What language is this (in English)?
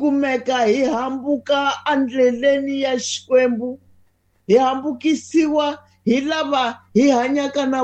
Tsonga